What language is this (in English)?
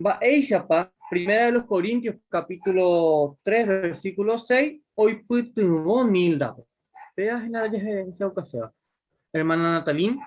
Guarani